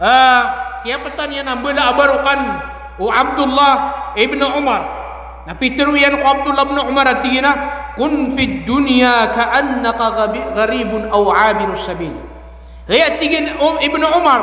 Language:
Maranao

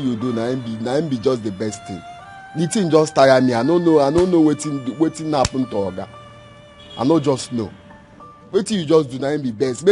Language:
Nigerian Pidgin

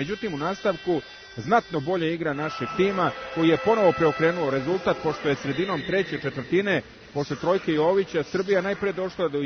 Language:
Serbian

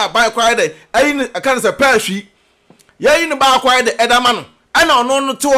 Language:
Akan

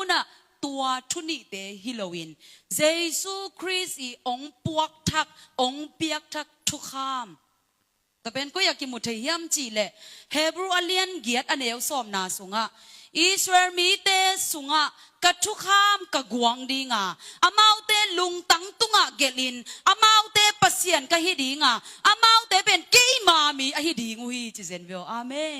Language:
Tedim Chin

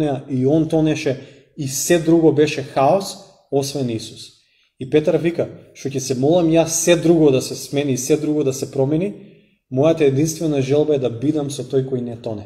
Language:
Macedonian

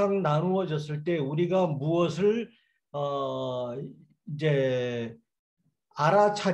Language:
Korean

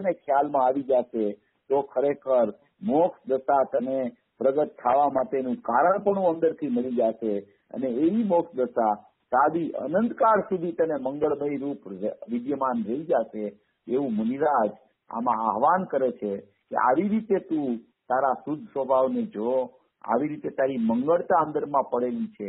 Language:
Gujarati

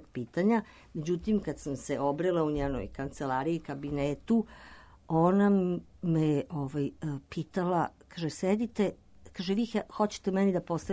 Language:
Serbian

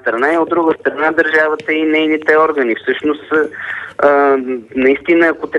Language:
Bulgarian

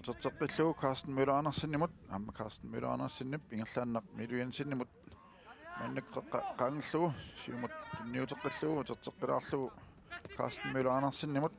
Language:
Kalaallisut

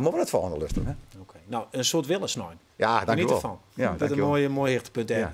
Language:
Western Frisian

